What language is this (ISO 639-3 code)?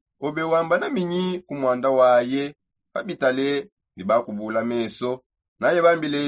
sop